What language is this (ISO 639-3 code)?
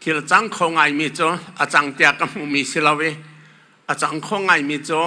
cnh